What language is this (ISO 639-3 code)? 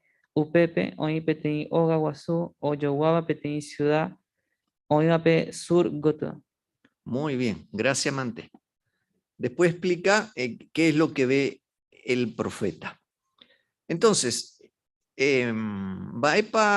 grn